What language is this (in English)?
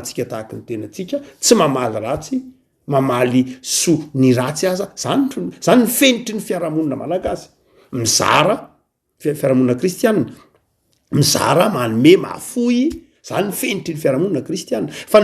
Malagasy